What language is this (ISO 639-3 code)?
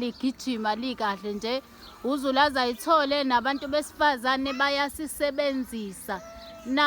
zul